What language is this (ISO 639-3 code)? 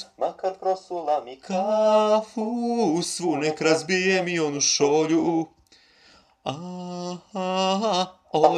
srp